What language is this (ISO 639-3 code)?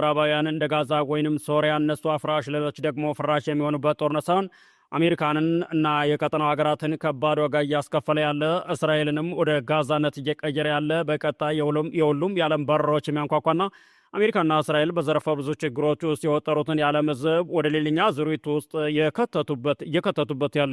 amh